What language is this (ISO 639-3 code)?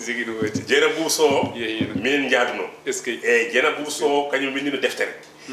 ful